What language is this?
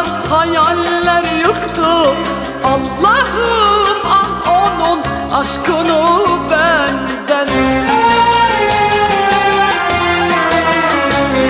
Turkish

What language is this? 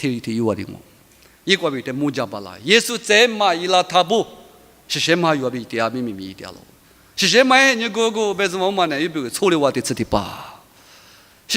Lisu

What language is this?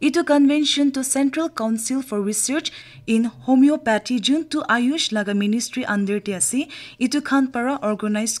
Naga Pidgin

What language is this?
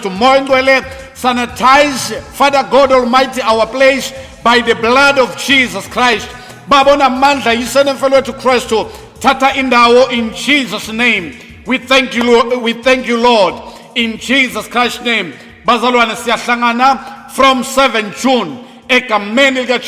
Zulu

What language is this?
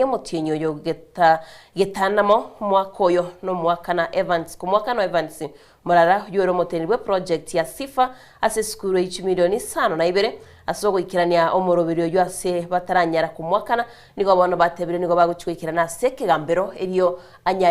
Gusii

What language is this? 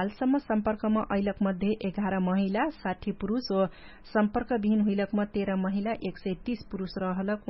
Dangaura Tharu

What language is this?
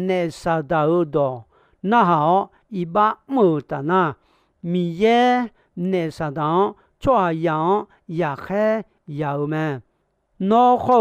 Akha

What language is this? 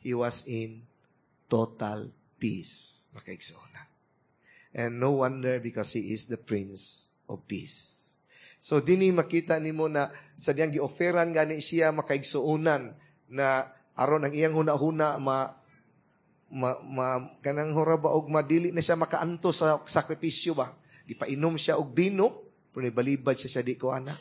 Cebuano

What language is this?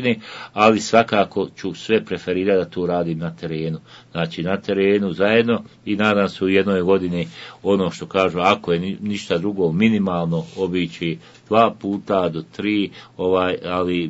Bosnian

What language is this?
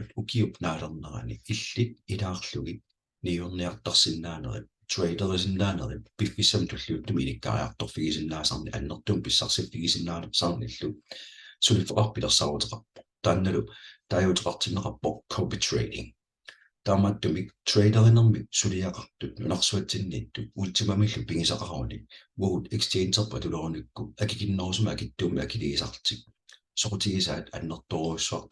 Kalaallisut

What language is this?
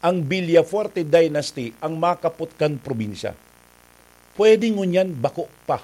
Bikol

